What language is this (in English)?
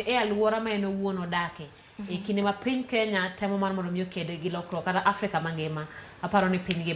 Luo (Kenya and Tanzania)